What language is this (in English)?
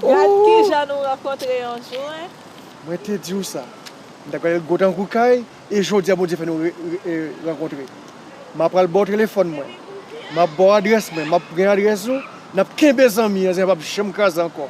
Haitian Creole